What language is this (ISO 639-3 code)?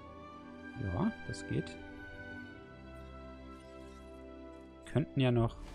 deu